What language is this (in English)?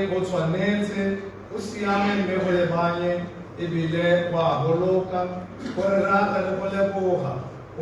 Tswana